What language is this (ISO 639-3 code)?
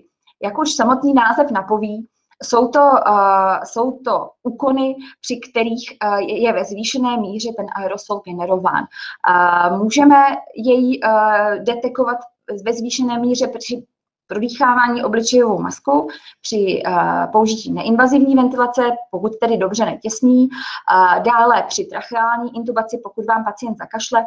ces